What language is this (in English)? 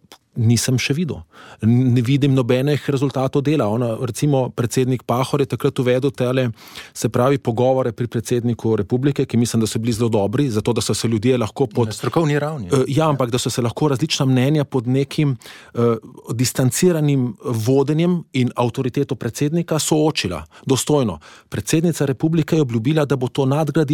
Slovenian